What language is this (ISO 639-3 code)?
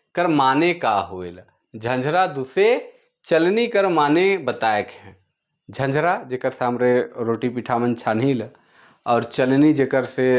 sck